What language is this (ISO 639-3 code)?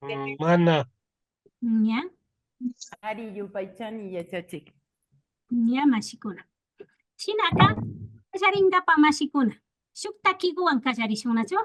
qvi